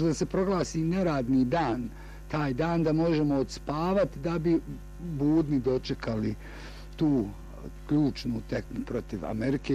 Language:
Bosnian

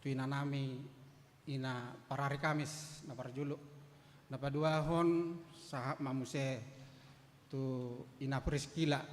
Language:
Batak Toba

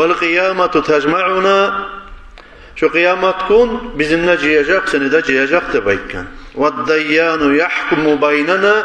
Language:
Kumyk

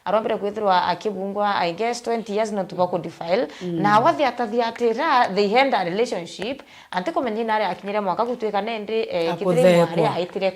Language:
Meru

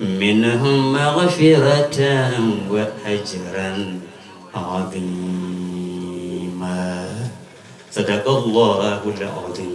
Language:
Fula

